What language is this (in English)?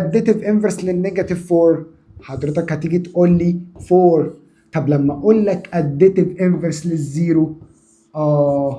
Egyptian Arabic